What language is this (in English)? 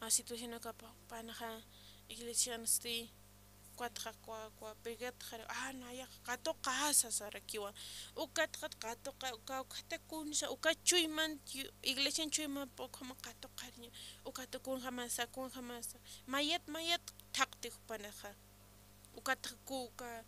Aymara